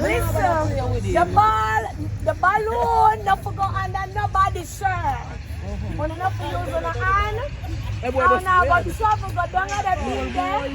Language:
Jamaican Creole English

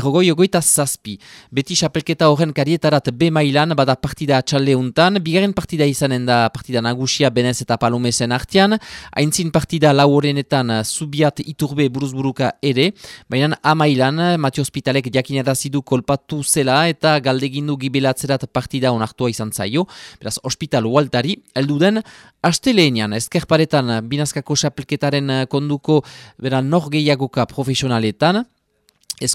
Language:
Basque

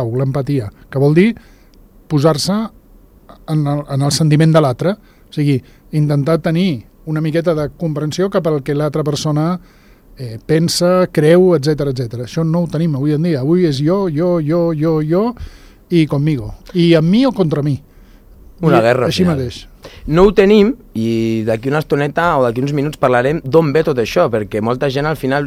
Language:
Catalan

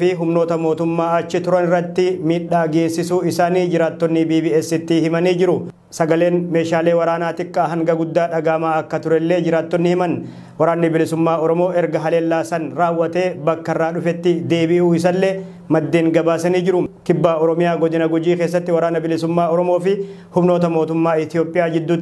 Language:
Oromo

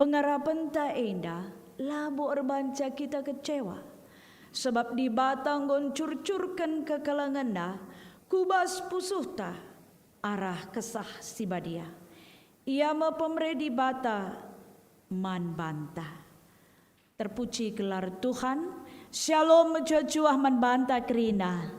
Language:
Batak Karo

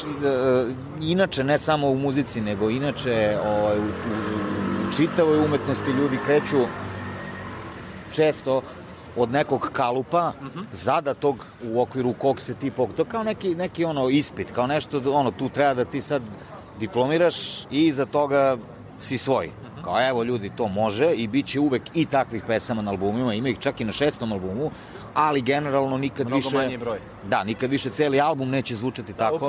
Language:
Serbian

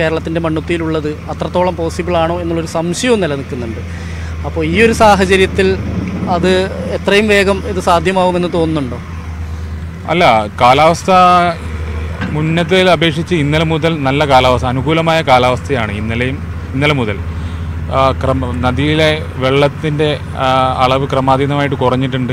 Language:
Malayalam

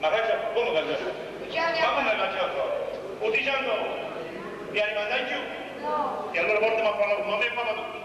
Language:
Neapolitan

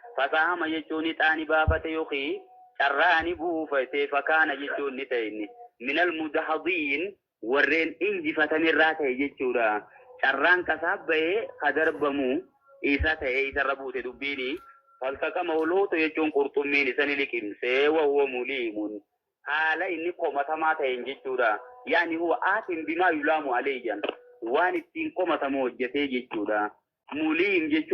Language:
Oromo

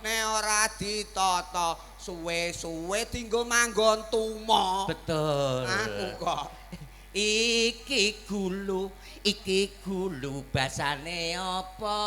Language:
Javanese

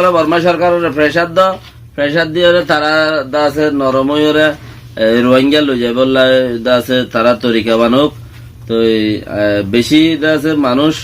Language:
Rohingya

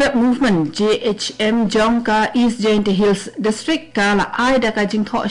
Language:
Khasi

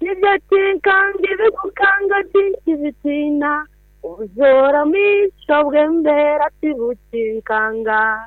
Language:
Nyankole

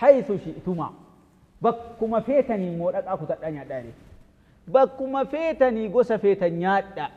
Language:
Oromo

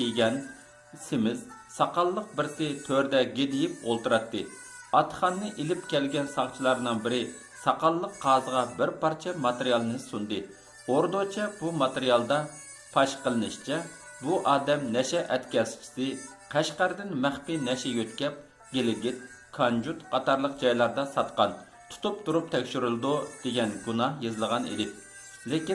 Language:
Uyghur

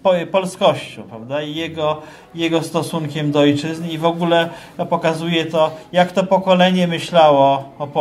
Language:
Polish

